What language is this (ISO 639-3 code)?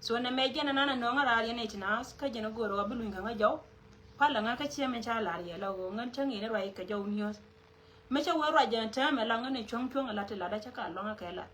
nus